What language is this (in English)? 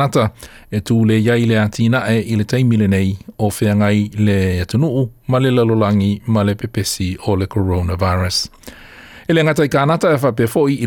Samoan